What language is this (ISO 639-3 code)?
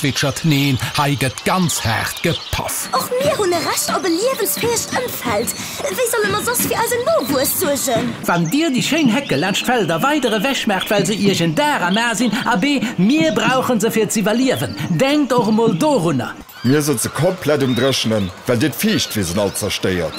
ltz